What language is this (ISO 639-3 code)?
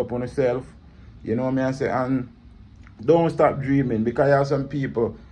jam